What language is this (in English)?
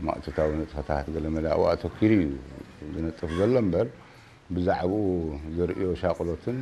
Tigrinya